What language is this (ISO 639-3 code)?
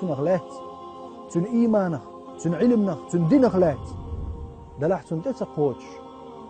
che